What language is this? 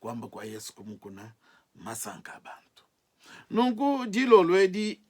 Luba-Lulua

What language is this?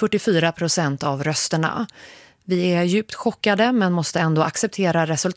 Swedish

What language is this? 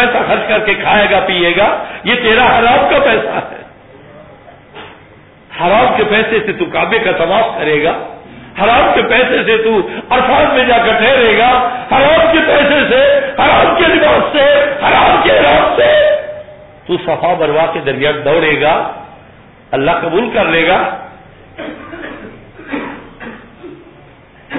Urdu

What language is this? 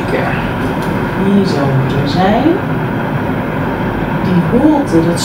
Dutch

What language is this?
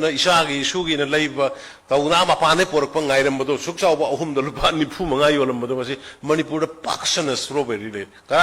Manipuri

